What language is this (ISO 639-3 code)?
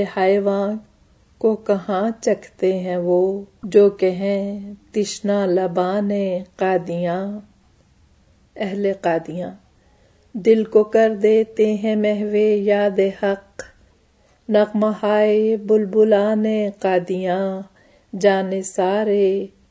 urd